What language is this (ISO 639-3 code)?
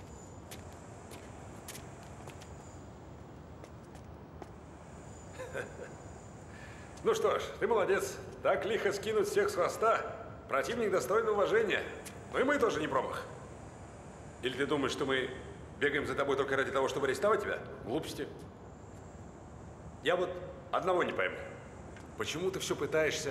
rus